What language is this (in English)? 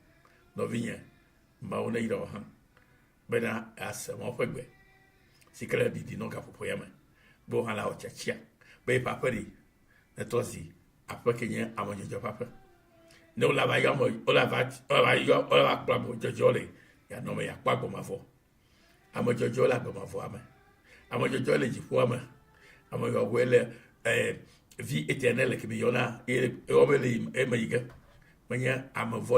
Ewe